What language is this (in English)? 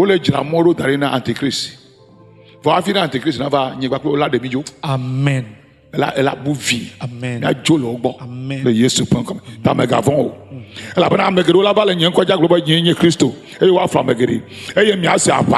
Ewe